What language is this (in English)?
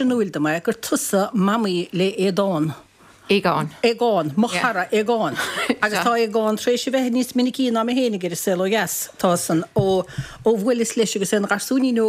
Irish